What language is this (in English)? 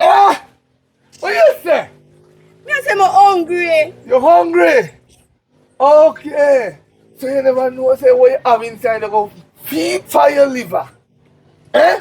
Jamaican Creole English